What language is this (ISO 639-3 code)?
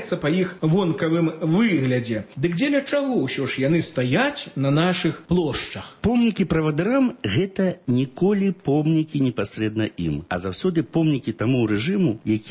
bel